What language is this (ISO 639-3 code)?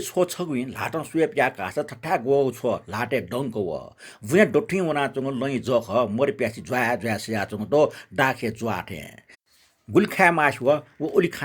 new